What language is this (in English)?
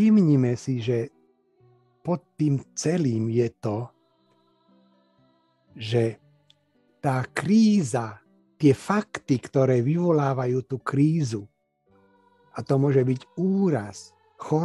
Slovak